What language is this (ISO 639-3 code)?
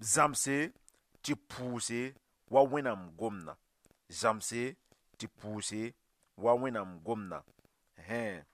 mos